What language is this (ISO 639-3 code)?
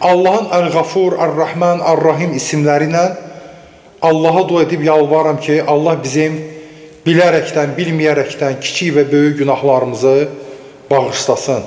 aze